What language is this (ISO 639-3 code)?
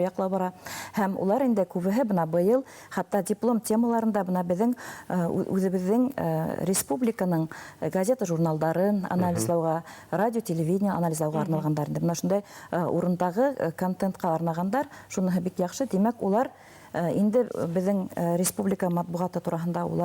bak